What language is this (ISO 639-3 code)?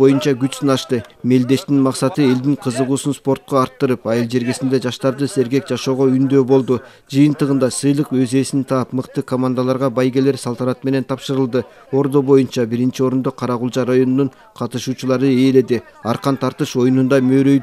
kir